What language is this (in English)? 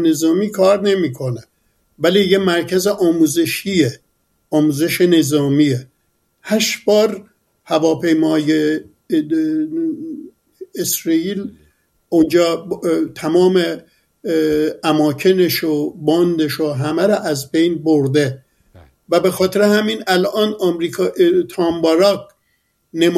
Persian